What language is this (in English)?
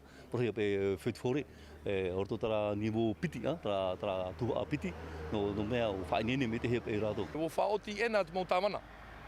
Tahitian